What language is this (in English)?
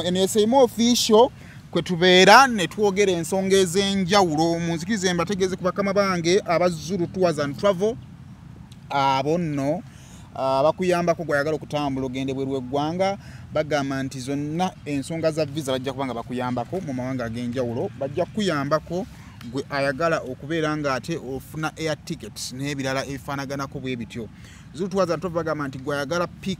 Ganda